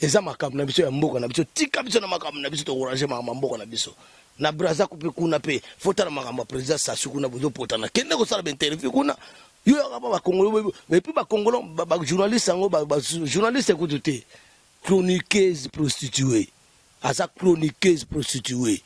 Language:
Lingala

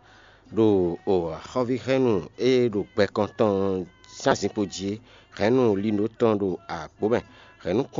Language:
Fon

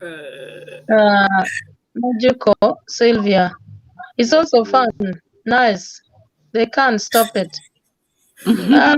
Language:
Acoli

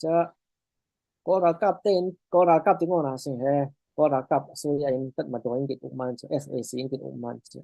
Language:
Falam Chin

